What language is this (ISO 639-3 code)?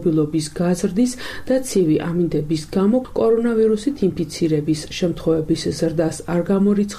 kat